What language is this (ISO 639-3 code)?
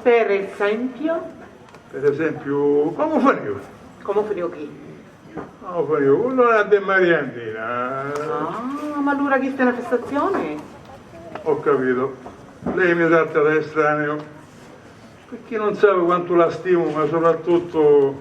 scn